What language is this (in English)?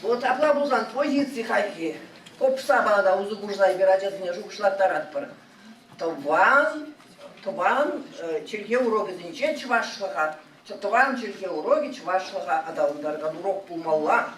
Chuvash